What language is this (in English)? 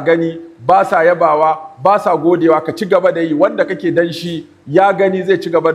Hausa